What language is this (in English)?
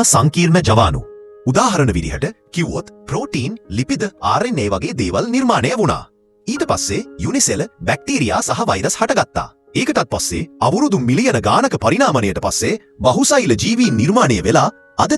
Sinhala